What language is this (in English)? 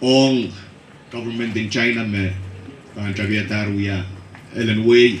Pohnpeian